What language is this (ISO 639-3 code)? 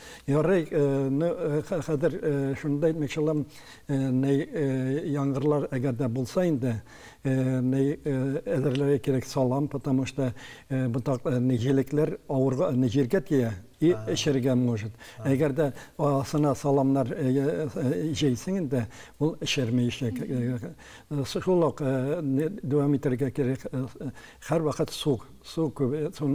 tat